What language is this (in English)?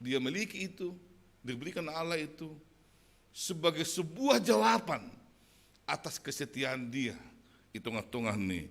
Batak Simalungun